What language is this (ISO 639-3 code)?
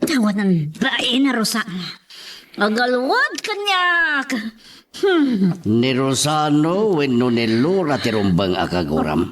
ilo